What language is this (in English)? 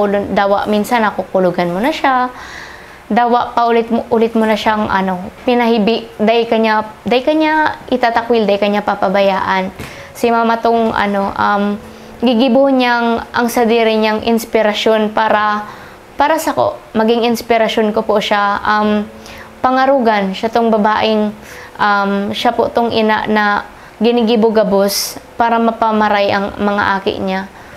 Bikol